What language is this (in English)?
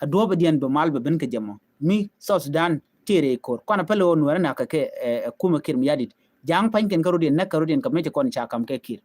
Nuer